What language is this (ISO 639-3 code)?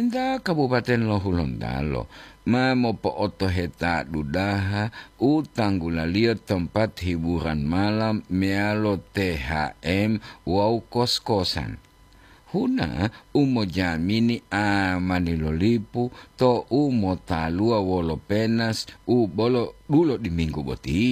gor